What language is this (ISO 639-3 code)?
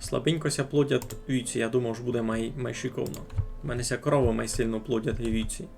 rue